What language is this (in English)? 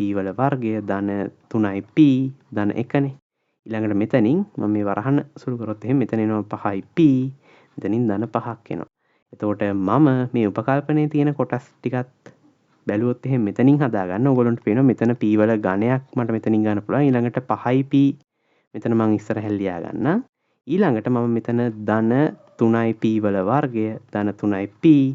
Sinhala